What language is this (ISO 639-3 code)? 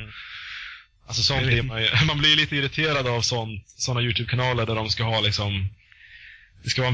swe